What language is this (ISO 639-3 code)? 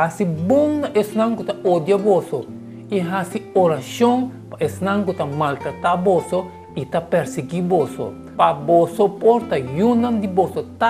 pap